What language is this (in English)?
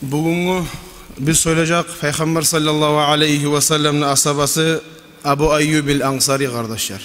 Kumyk